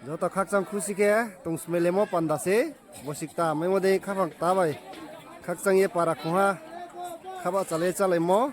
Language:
Riang (India)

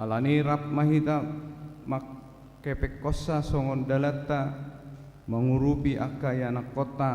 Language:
Batak Toba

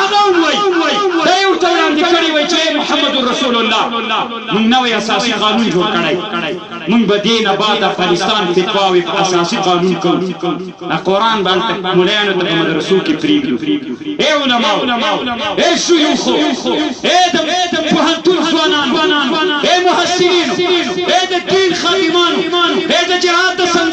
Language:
Pashto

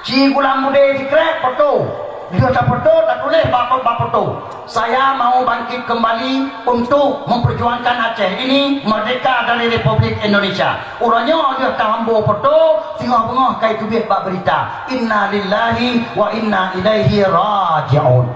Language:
Achinese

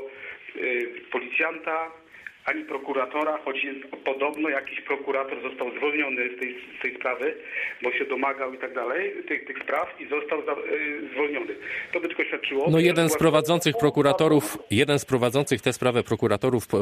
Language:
Polish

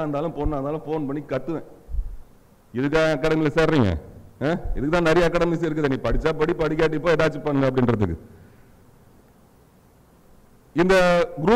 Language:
Tamil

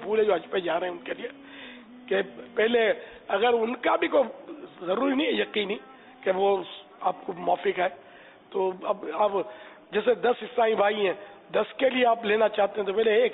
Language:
Urdu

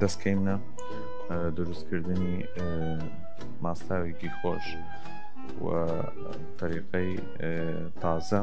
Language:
Southern Kurdish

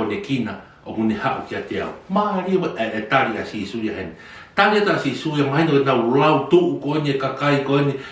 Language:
Tongan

